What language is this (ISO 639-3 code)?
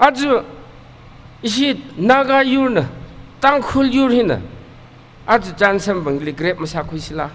nmf